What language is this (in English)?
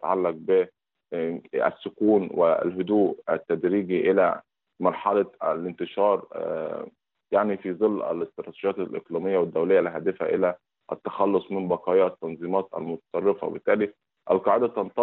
Arabic